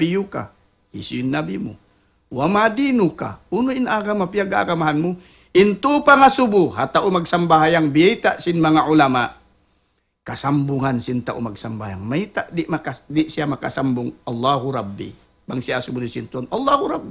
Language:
Tausug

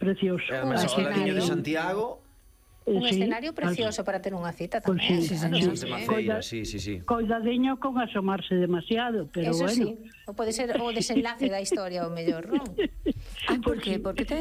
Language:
Galician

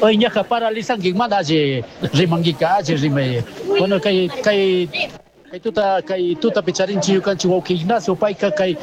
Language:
Chimborazo Highland Quichua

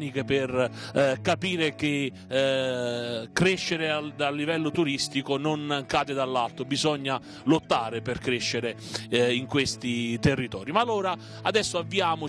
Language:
Italian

